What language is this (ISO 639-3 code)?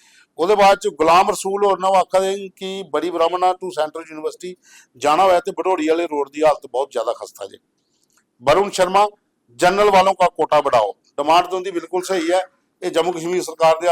doi